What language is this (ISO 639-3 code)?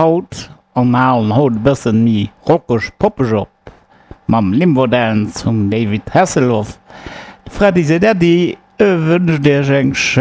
ltz